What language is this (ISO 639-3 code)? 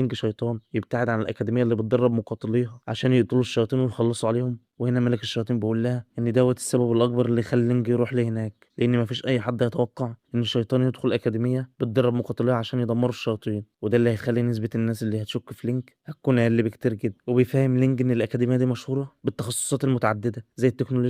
arz